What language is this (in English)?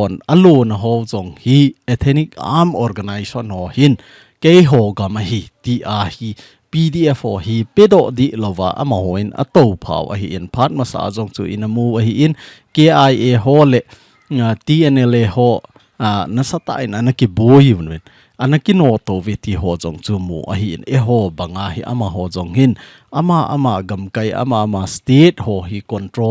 Thado Chin